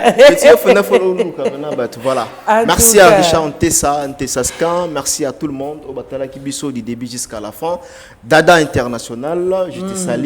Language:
Lingala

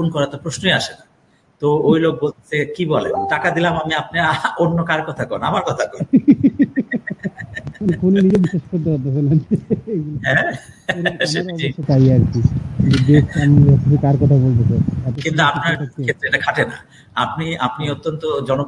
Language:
Bangla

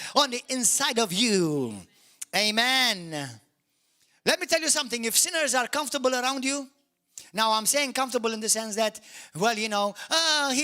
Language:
English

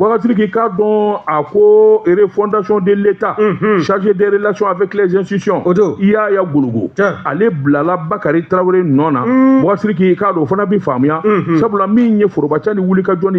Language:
Bambara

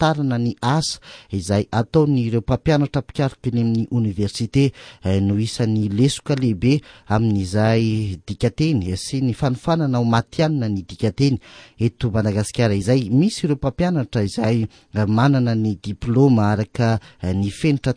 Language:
Malagasy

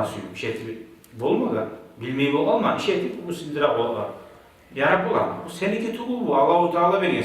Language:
Kumyk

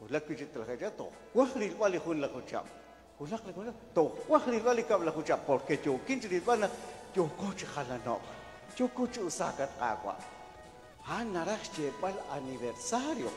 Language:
Kekchí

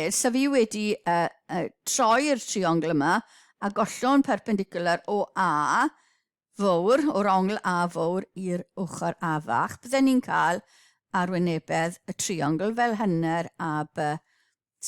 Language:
Welsh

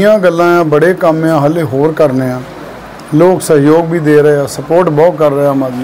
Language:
Punjabi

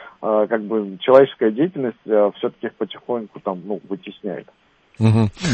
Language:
Russian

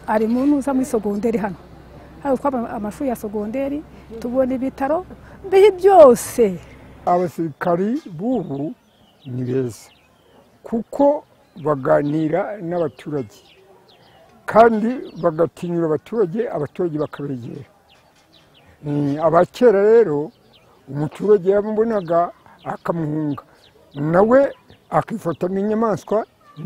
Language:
Kinyarwanda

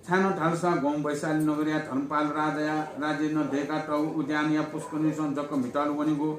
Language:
Newari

